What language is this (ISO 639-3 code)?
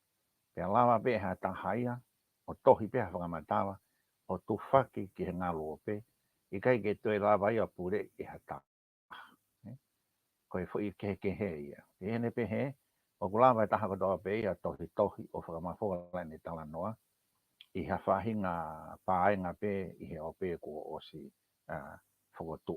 ton